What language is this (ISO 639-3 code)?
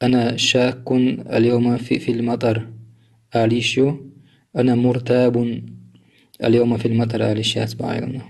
che